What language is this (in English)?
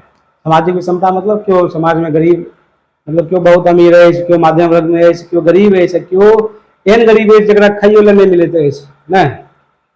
Maithili